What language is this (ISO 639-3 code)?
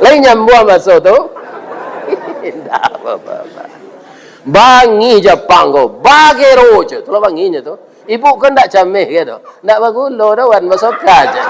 min